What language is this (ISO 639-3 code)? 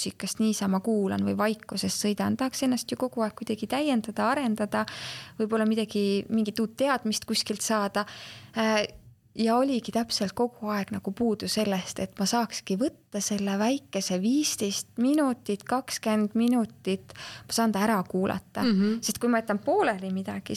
est